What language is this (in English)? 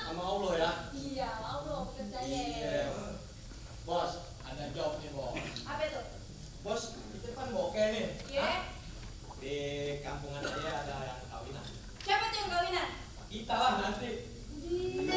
Betawi